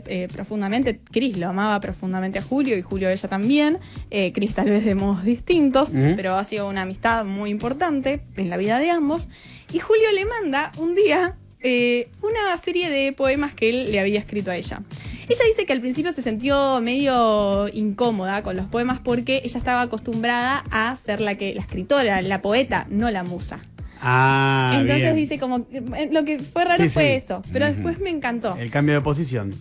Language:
Spanish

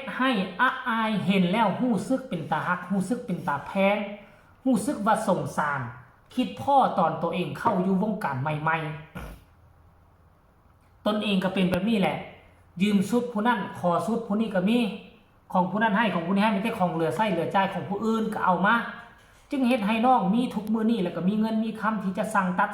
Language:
Northeastern Thai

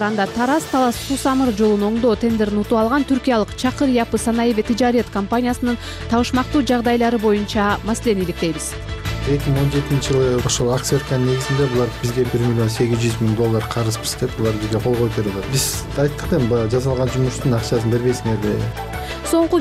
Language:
Kyrgyz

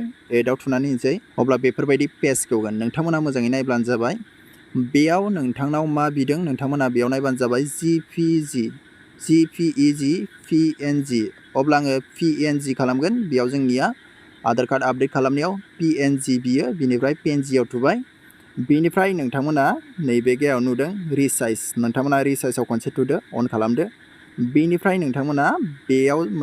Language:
Bodo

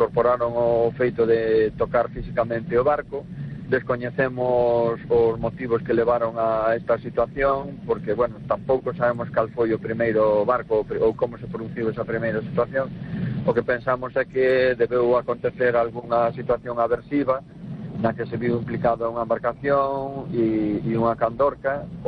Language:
Galician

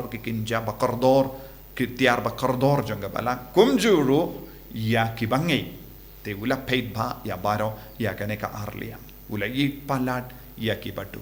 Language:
Khasi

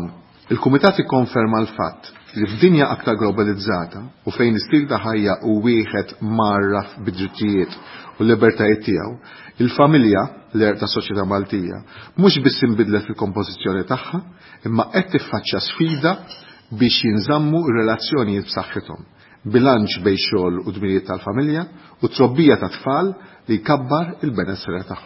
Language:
Maltese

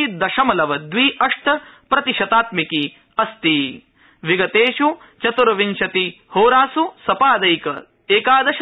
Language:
Sanskrit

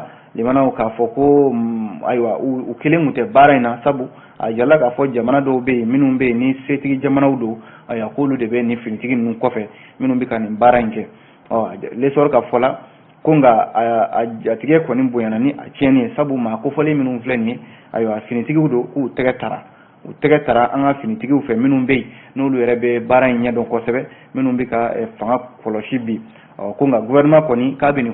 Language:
Bambara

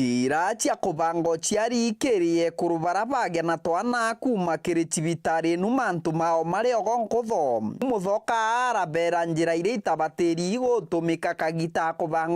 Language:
Meru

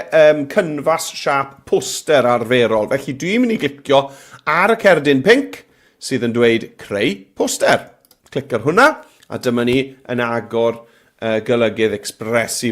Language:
Welsh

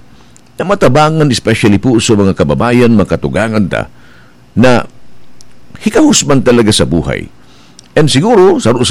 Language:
Bikol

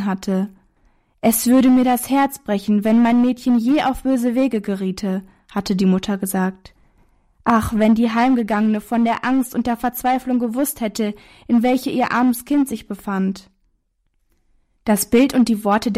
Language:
German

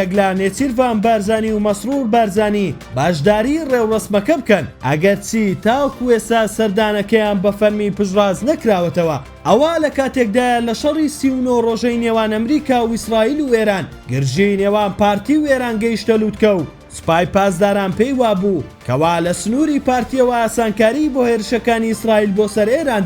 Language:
Central Kurdish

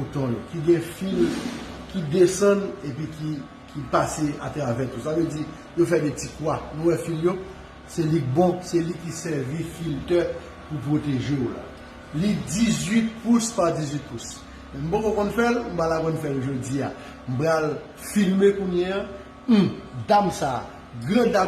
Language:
Haitian Creole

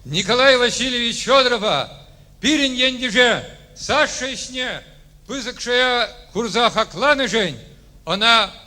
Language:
Chuvash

